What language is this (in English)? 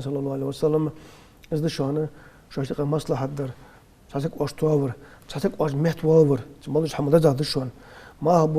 Ingush